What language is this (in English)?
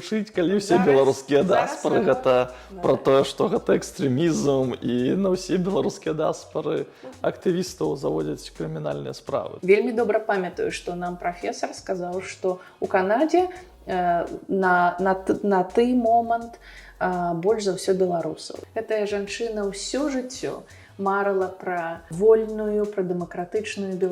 Belarusian